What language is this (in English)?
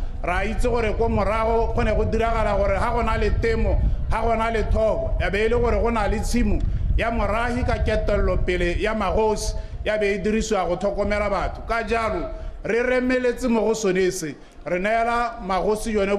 Tswana